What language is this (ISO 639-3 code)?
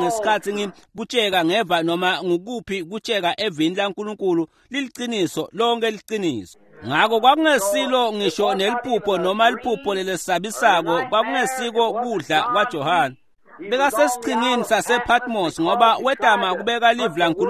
ssw